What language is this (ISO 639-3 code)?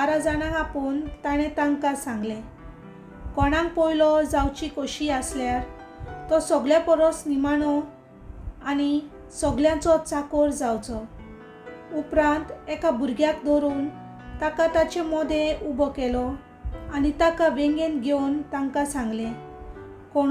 kok